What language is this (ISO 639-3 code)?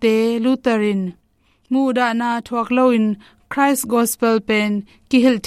ctd